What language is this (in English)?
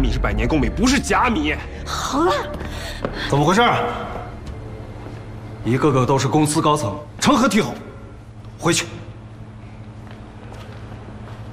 Chinese